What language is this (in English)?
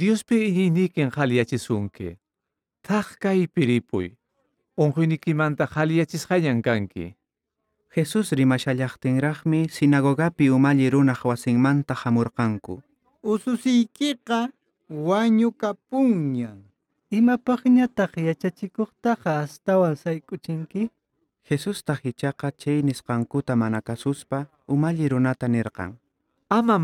Quechua